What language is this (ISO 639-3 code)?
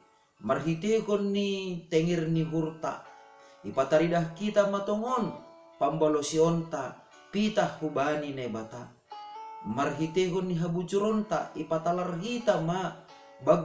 bts